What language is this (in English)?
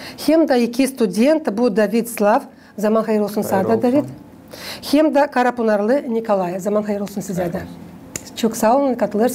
Gagauz